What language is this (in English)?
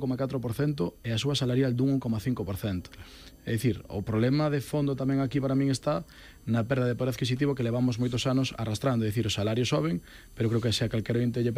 Galician